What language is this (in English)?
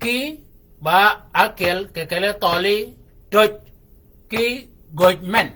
Shilluk